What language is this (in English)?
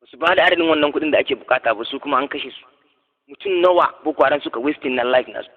Hausa